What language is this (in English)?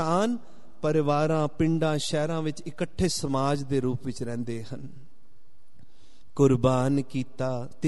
Punjabi